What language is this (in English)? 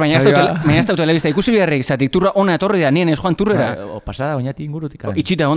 Basque